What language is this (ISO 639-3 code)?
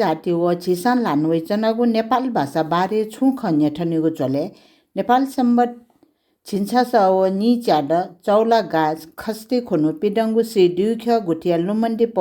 new